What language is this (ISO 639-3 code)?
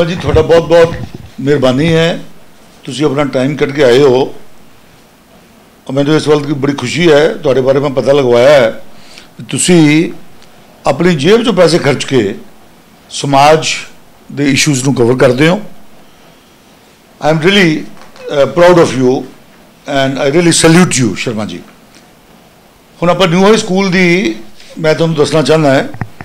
pan